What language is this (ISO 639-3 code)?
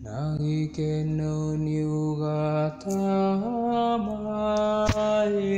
kik